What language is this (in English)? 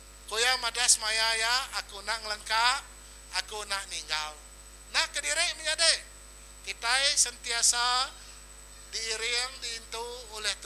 Iban